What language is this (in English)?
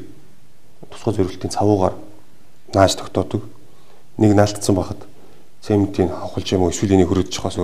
Mongolian